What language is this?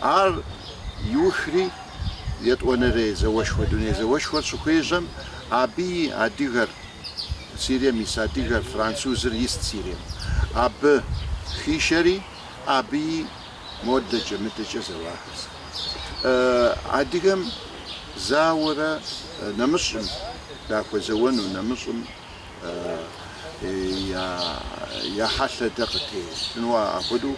Kabardian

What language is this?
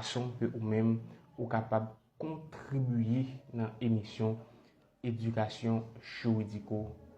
Haitian Creole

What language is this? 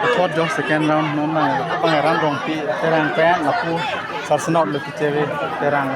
Karbi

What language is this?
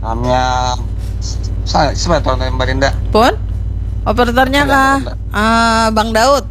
Banjar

